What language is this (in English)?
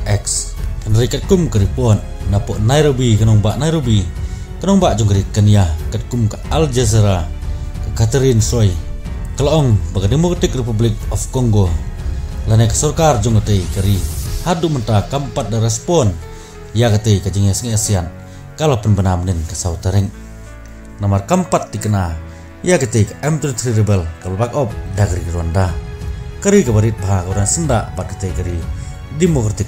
Khasi